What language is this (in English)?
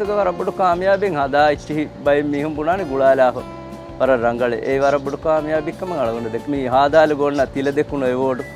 Divehi